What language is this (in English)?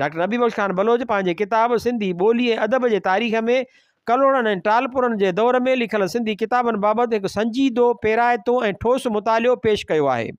Sindhi